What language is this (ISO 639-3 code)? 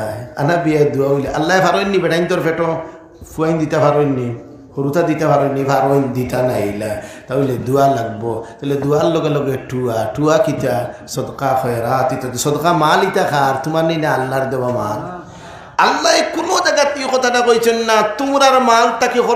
syl